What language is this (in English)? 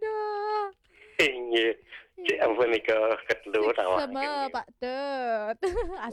Balinese